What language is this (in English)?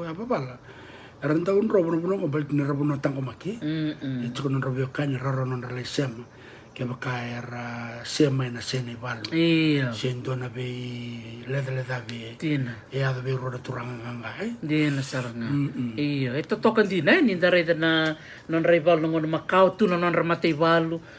Fijian